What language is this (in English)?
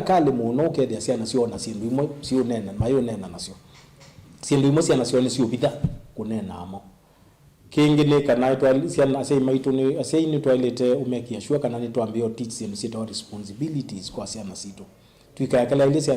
Kamba